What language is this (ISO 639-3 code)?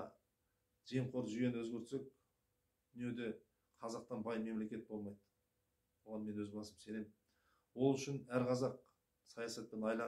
kaz